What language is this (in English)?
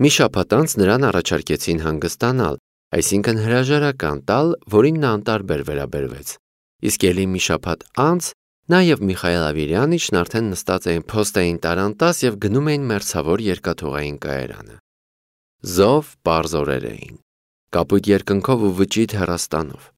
Armenian